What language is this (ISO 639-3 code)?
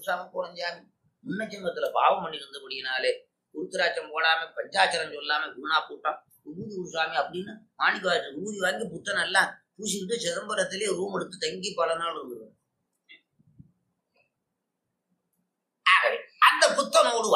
tam